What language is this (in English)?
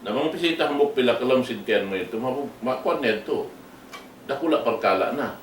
Tausug